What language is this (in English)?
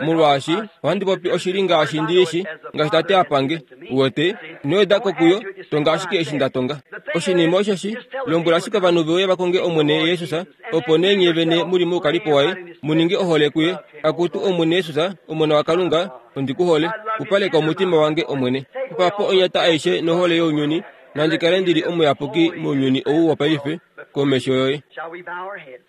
Kuanyama